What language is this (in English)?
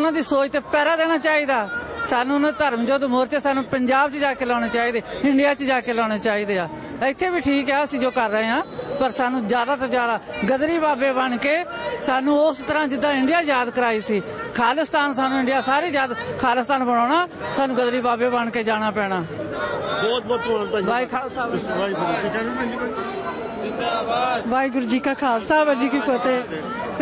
Punjabi